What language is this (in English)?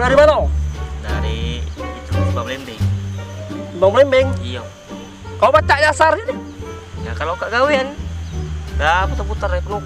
Musi